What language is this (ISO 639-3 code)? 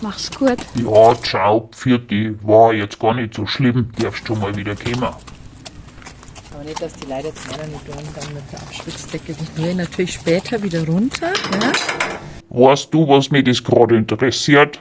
bar